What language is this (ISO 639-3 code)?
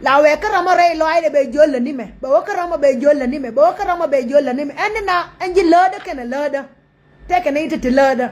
nus